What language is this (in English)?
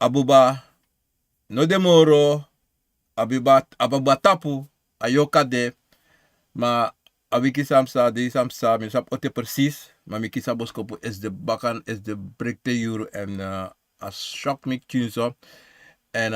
Sranan Tongo